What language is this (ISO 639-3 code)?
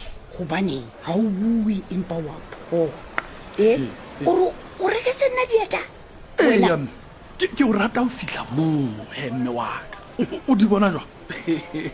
sot